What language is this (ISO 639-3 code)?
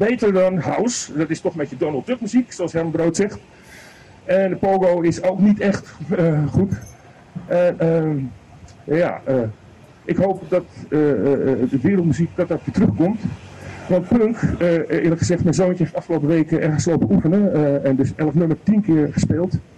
nld